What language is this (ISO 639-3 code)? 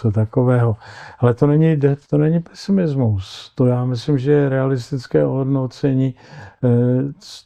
ces